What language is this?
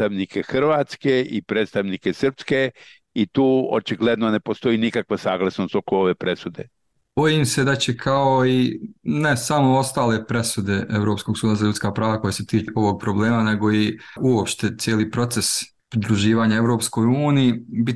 Bosnian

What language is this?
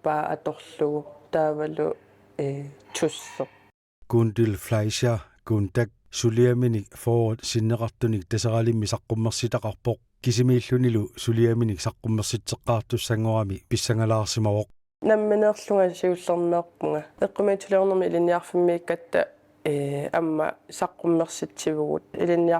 Kalaallisut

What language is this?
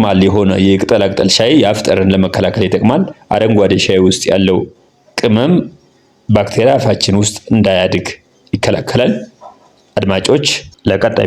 Amharic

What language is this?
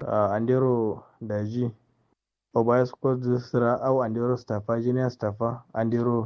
Kanuri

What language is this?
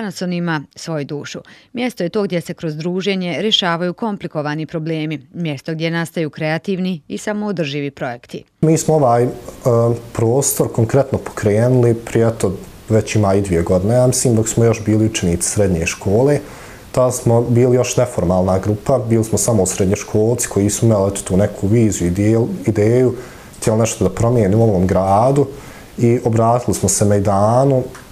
Bosnian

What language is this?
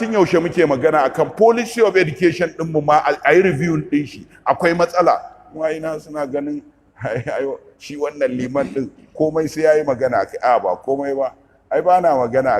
Hausa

